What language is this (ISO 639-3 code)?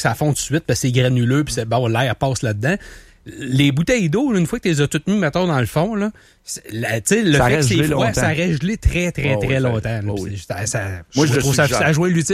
fra